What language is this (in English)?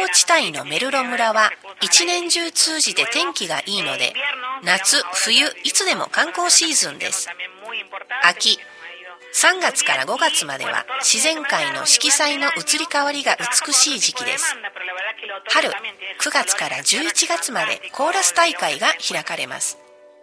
Japanese